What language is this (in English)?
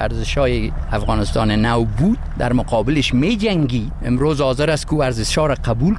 Persian